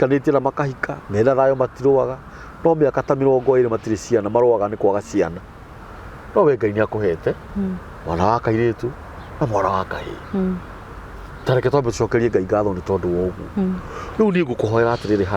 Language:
Kikuyu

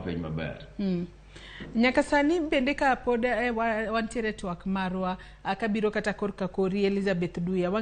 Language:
Luo (Kenya and Tanzania)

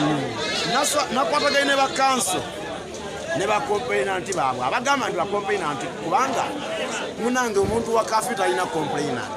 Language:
Ganda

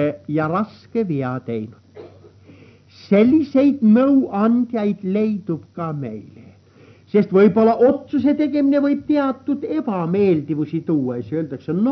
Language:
Estonian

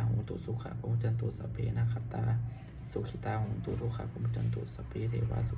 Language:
Pali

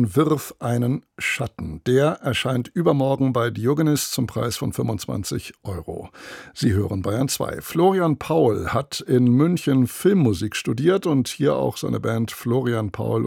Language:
German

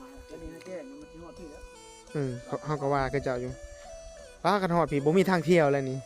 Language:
Northeastern Thai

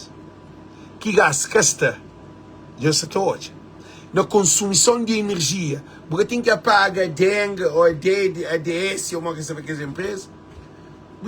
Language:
Kabuverdianu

